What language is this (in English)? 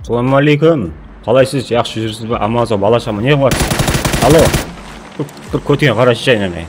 Kara-Kalpak